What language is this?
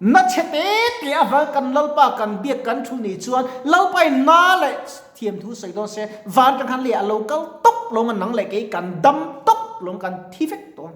Mizo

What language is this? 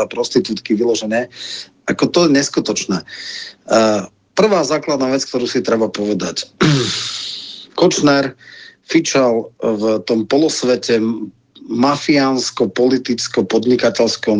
Slovak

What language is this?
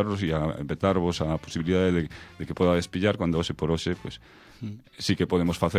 Galician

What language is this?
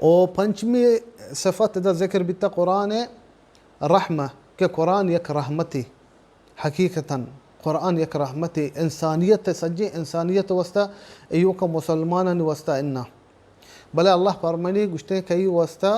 Baluchi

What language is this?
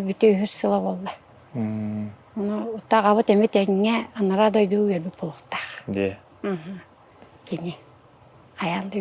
Yakut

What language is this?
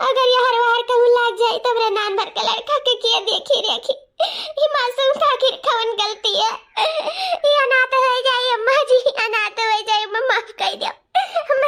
Awadhi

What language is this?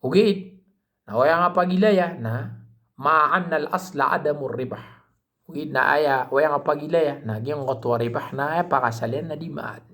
Maranao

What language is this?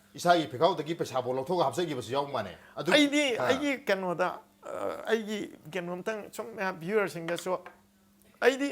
Manipuri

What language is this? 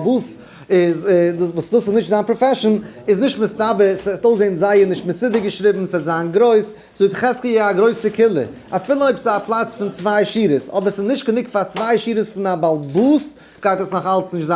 Yiddish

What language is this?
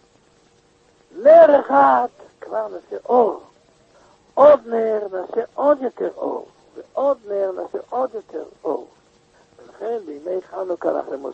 Hebrew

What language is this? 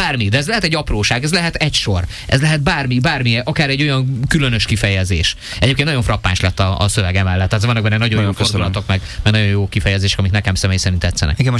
Hungarian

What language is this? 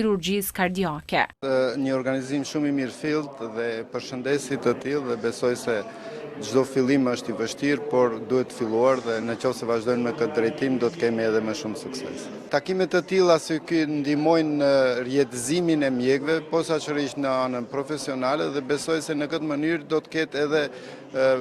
Albanian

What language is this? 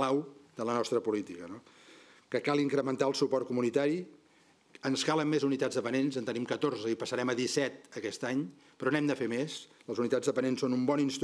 Catalan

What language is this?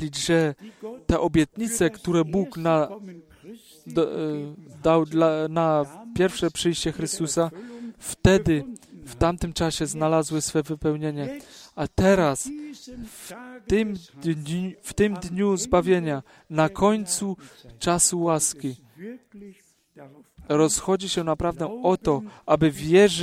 Polish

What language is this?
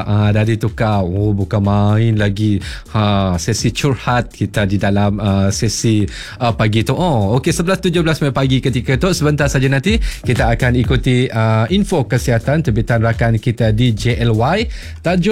Malay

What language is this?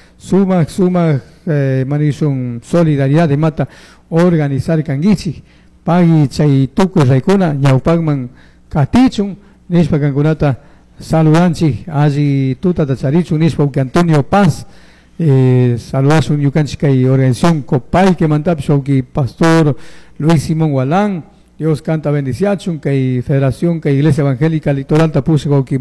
Chimborazo Highland Quichua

